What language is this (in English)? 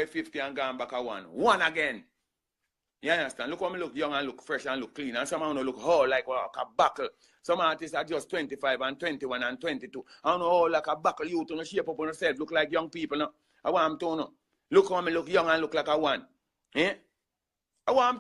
Jamaican Creole English